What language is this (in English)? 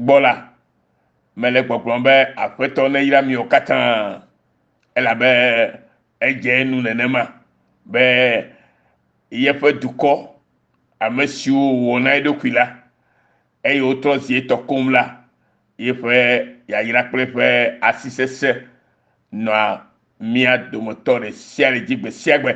Ewe